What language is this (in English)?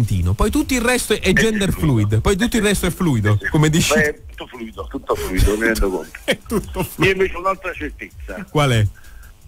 Italian